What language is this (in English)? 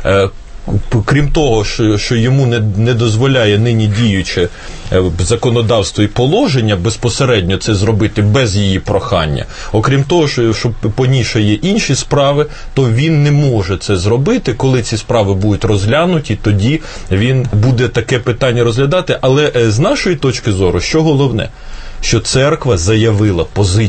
Ukrainian